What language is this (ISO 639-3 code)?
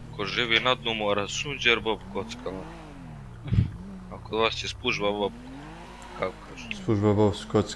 hrv